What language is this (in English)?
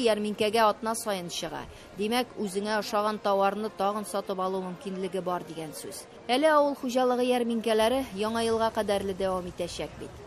Tatar